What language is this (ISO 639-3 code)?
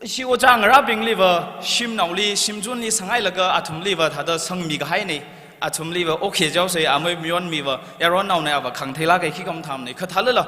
nmf